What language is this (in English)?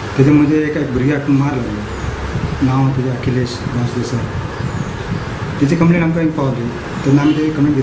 Konkani